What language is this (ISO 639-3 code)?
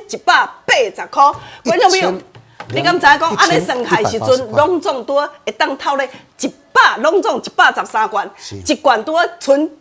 nan